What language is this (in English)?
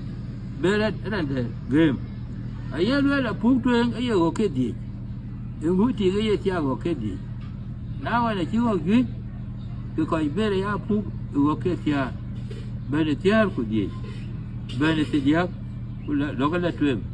Dinka